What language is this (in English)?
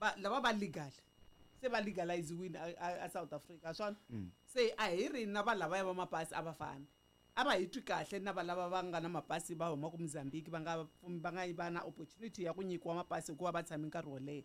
Tsonga